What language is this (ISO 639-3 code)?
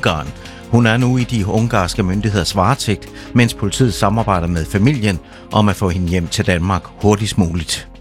dan